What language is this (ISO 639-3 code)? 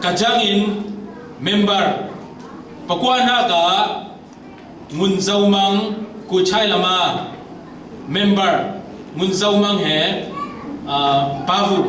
cfm